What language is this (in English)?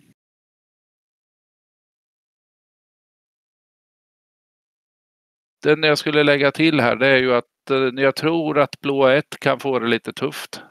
Swedish